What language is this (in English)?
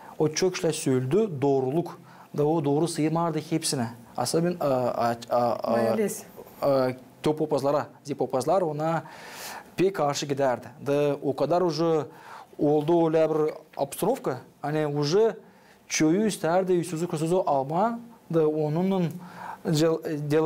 Gagauz